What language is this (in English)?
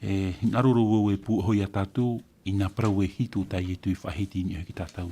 Tahitian